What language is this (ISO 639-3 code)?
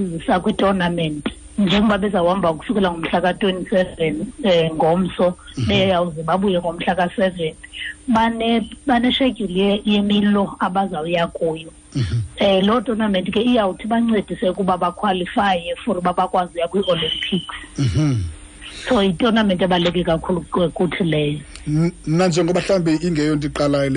xho